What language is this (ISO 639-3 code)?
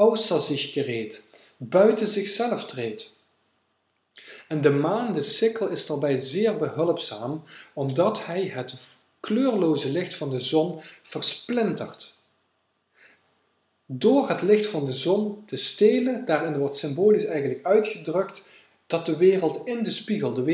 nld